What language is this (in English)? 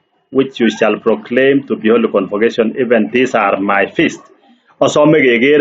Kalenjin